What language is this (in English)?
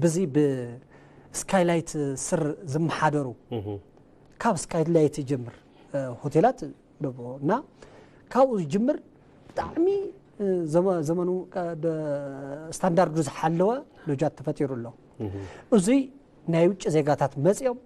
Tigrinya